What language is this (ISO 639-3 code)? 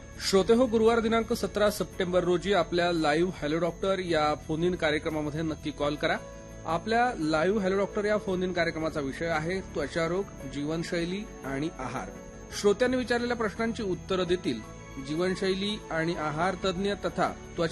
mar